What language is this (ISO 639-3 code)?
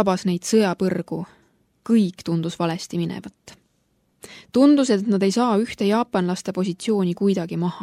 est